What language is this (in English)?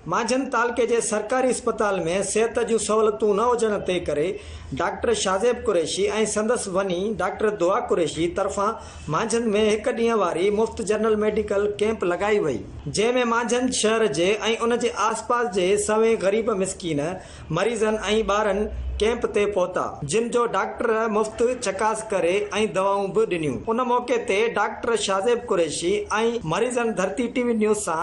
Sindhi